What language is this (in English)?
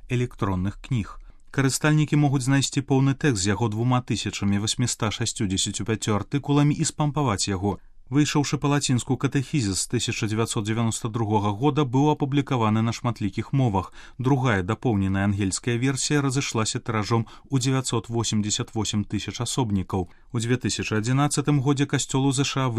Belarusian